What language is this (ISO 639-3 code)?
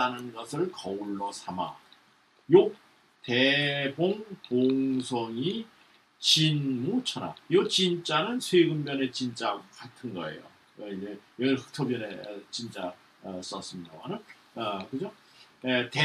kor